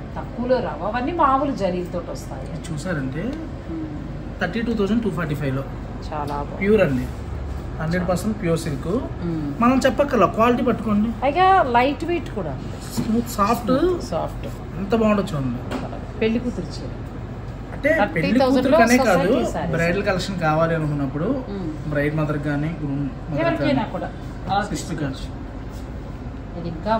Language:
Telugu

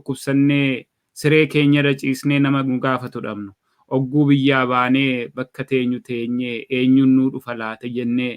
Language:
Oromo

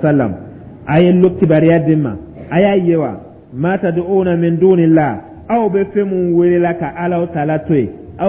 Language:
Dyula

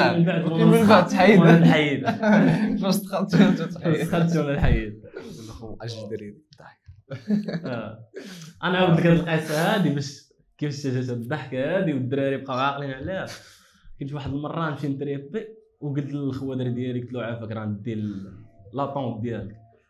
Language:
Moroccan Arabic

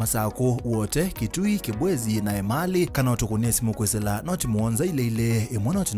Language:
Kamba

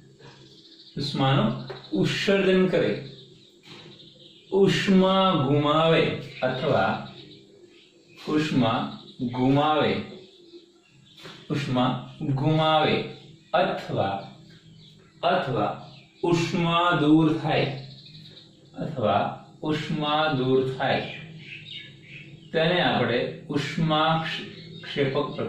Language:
Gujarati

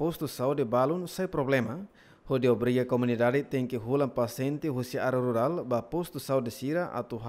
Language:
Tetum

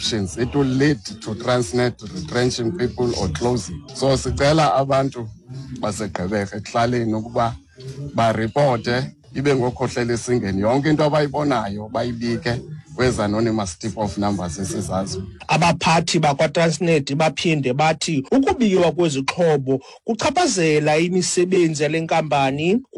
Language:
Xhosa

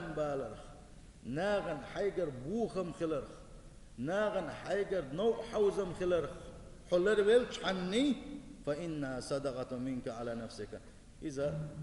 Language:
Chechen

